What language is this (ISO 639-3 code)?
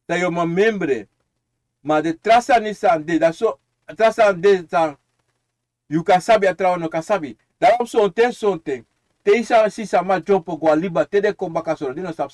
srn